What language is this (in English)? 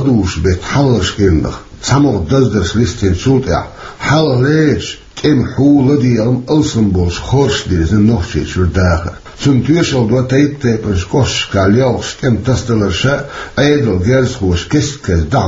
Chechen